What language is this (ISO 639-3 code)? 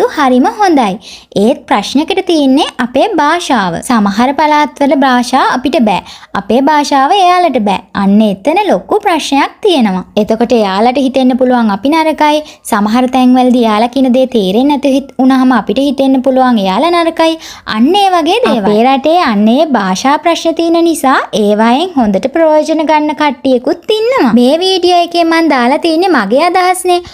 sin